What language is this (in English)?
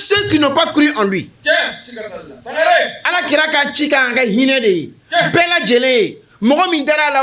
Bambara